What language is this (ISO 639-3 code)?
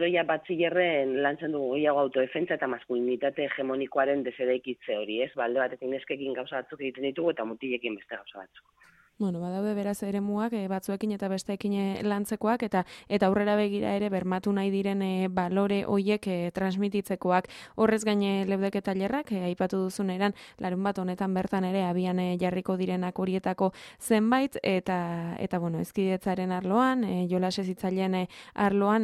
eus